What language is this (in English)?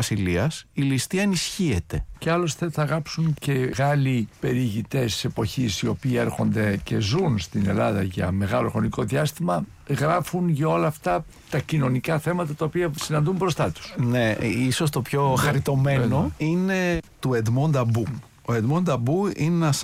Greek